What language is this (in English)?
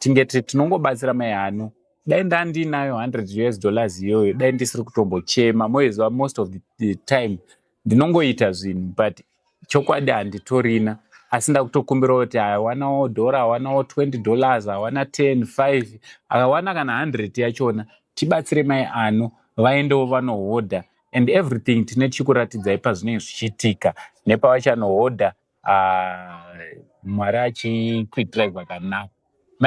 Shona